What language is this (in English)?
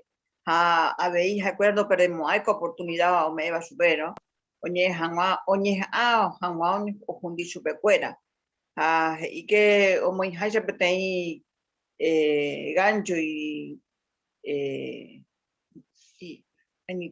Guarani